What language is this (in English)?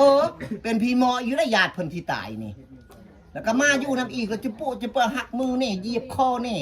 Northeastern Thai